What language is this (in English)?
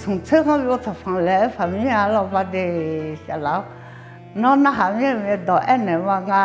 Akha